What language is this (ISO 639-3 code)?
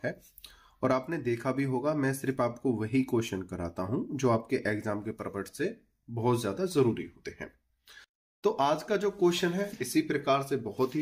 hin